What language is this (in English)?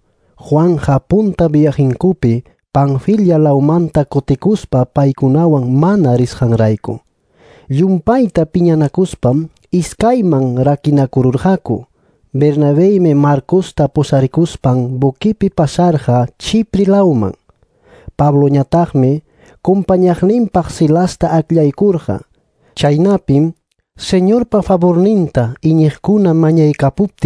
Ayacucho Quechua